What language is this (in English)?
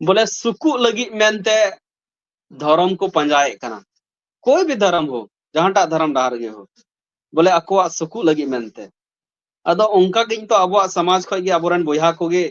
Santali